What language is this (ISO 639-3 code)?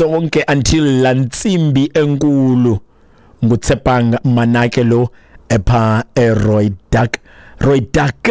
xho